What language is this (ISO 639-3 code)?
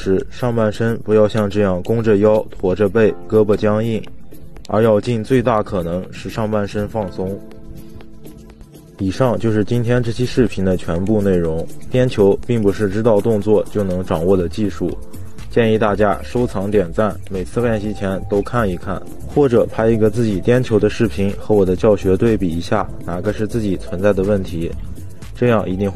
zho